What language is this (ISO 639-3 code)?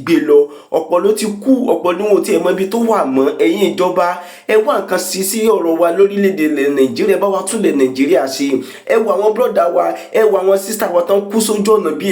yor